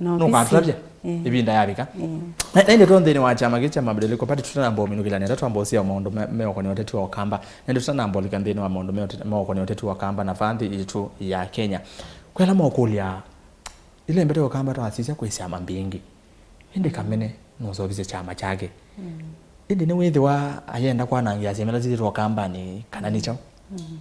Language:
Kamba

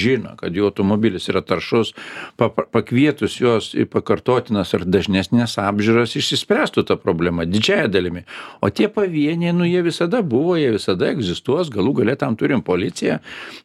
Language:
Lithuanian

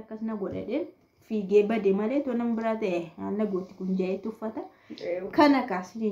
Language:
Oromo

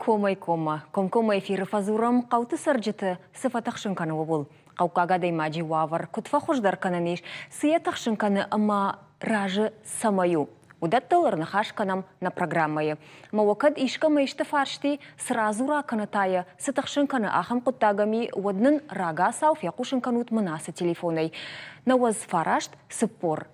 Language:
Ossetic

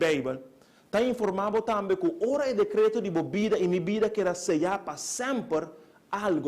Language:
Papiamento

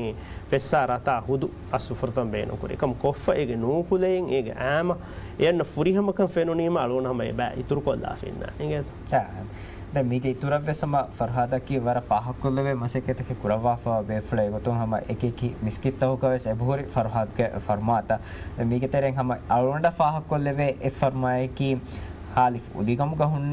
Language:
Divehi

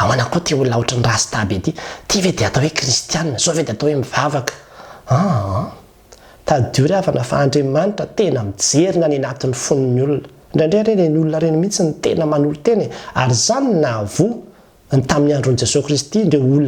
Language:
Malagasy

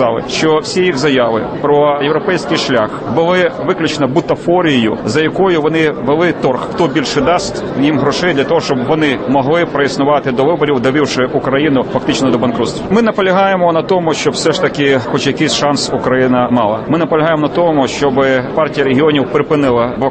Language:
Ukrainian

